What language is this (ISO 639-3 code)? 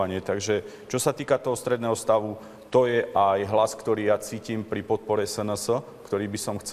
slk